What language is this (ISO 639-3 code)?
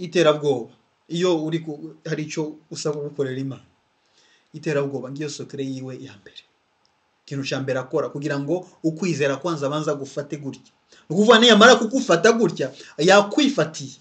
run